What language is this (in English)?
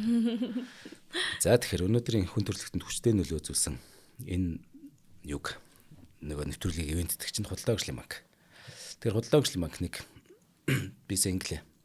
Mongolian